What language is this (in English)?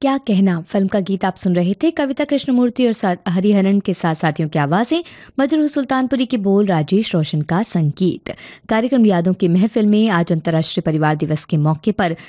Hindi